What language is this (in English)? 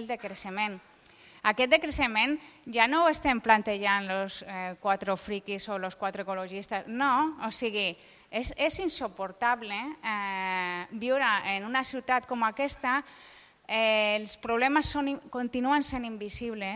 Catalan